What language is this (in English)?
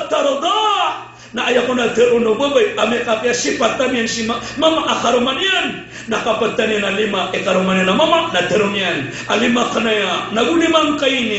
Maranao